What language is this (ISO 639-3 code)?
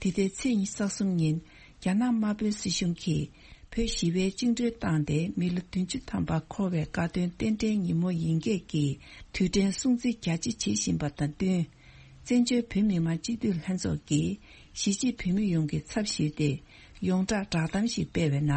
bod